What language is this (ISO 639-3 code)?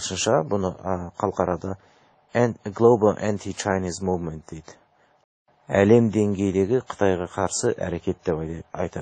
kaz